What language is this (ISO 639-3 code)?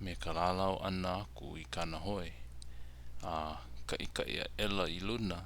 haw